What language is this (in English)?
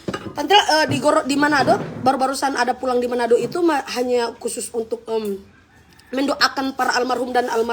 Manado Malay